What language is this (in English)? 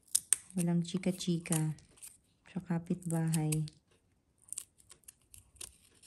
Filipino